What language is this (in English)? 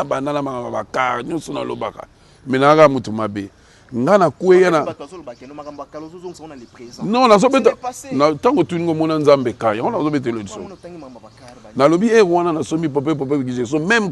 Lingala